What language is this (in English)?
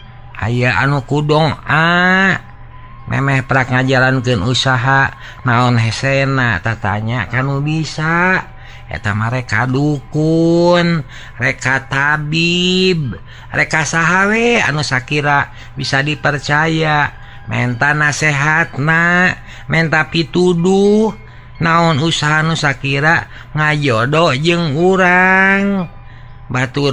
Sundanese